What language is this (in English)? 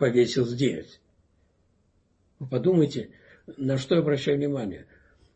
Russian